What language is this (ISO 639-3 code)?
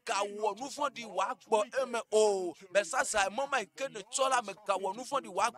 ewe